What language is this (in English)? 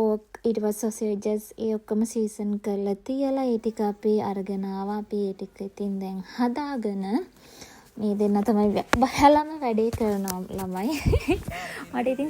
Sinhala